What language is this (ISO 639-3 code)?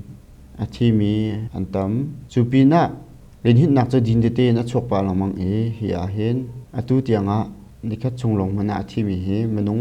cnh